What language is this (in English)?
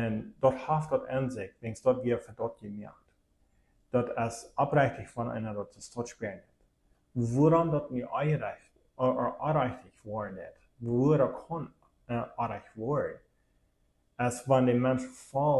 Plautdietsch